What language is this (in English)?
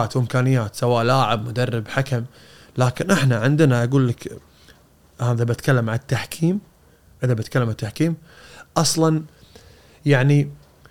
Gulf Arabic